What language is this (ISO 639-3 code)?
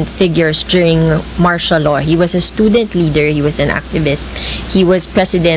fil